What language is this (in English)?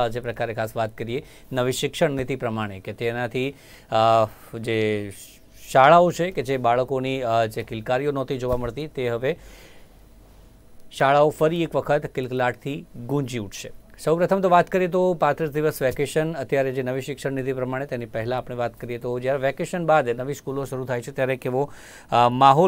Gujarati